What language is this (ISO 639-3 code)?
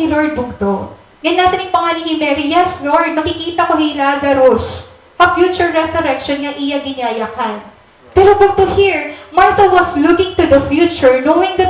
war